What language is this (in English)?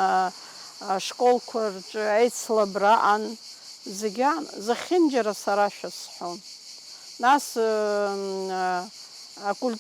Abkhazian